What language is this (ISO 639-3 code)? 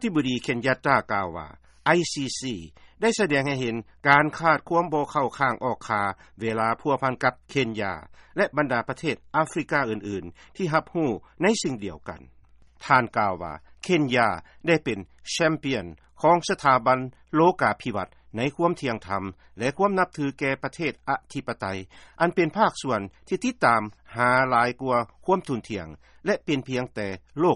lao